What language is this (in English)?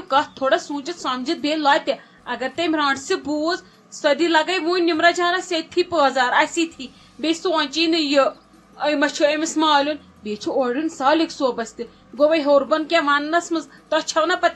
Kashmiri